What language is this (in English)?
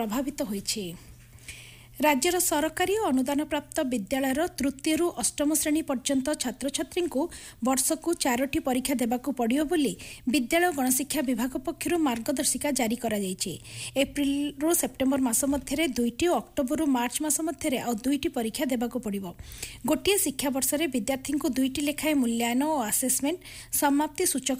Odia